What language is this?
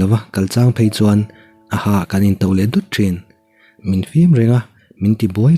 Mizo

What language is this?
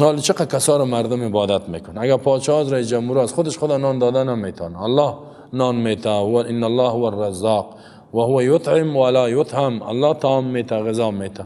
Persian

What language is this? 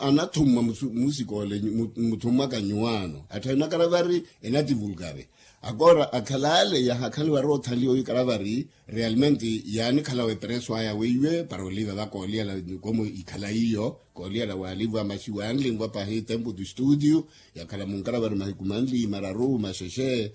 Makhuwa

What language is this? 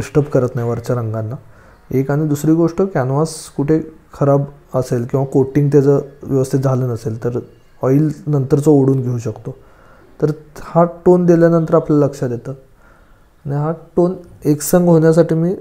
Marathi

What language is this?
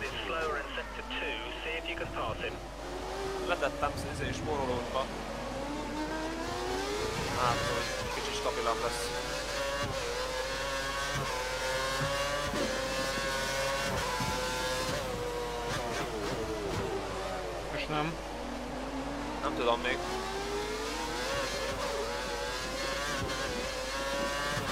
Hungarian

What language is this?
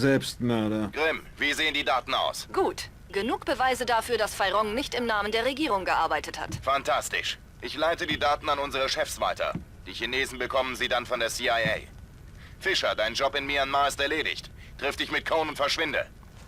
Bavarian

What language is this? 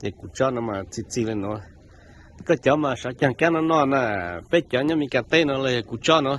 Hmong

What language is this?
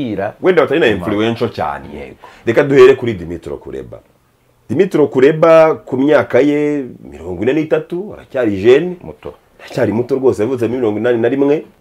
Kinyarwanda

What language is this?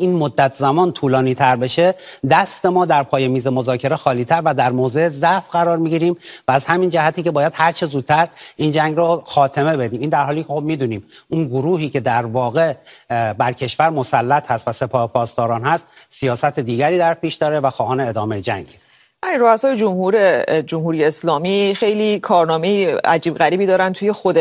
Persian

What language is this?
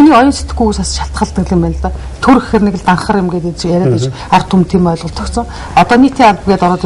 Mongolian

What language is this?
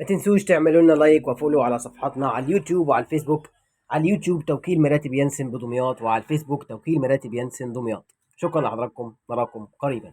Egyptian Arabic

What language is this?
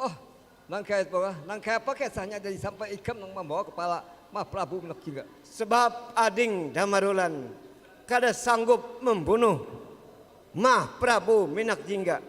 Banjar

